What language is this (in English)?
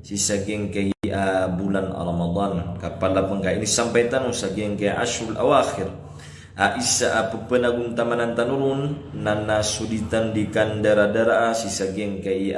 Maranao